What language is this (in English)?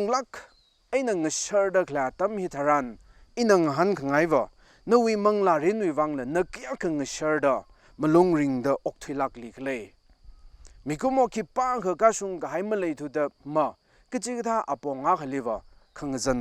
Tangkhul Naga (India)